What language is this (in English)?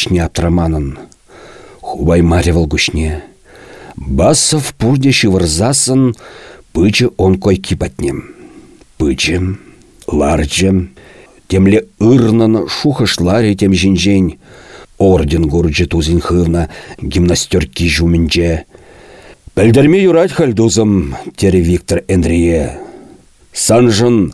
Chuvash